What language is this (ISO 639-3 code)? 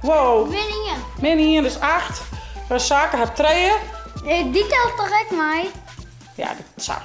fry